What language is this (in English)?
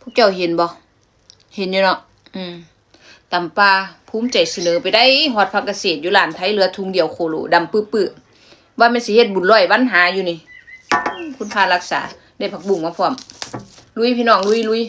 Lao